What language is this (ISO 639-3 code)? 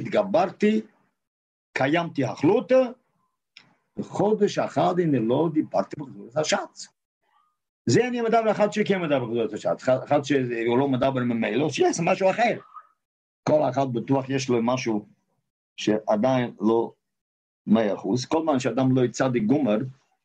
heb